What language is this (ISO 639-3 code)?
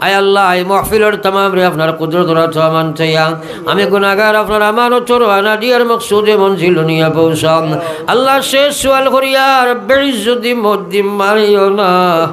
syl